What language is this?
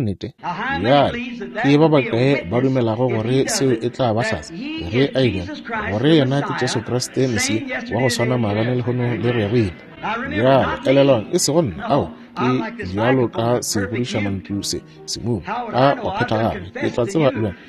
Northern Sotho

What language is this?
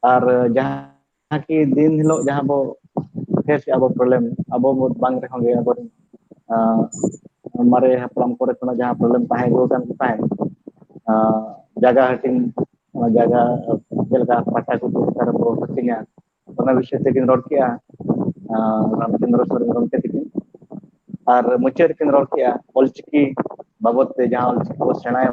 Santali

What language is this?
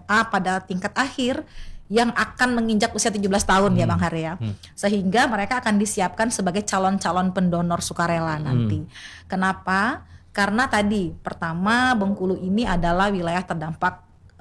Indonesian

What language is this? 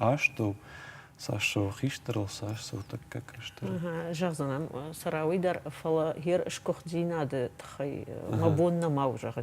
Ossetic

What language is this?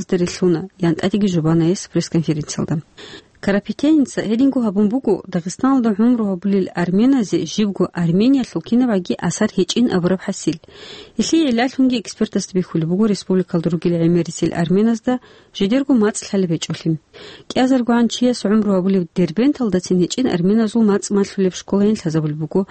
Avaric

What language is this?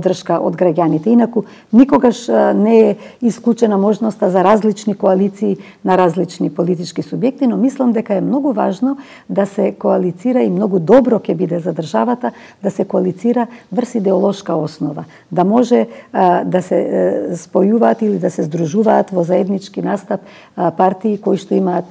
Macedonian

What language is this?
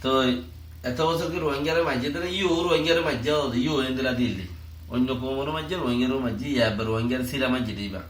Rohingya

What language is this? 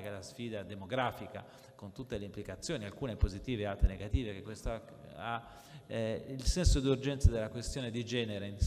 Italian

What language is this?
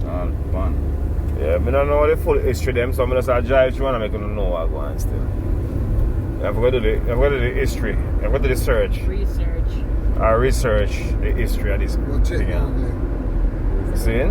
Jamaican Creole English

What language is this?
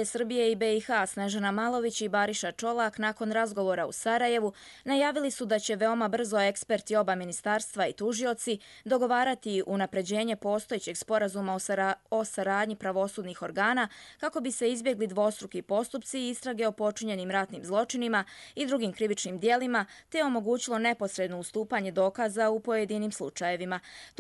Croatian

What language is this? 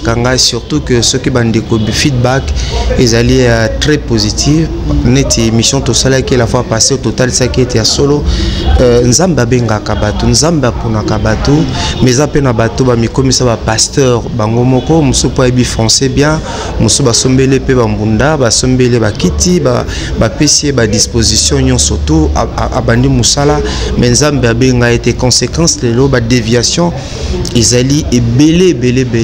Lingala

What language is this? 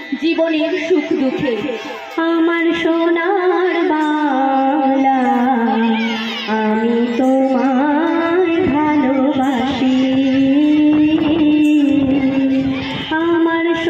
Bangla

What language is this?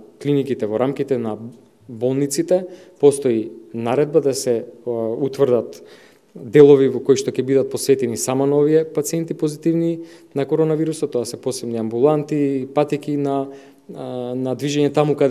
Macedonian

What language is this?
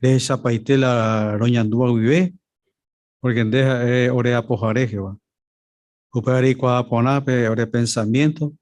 Guarani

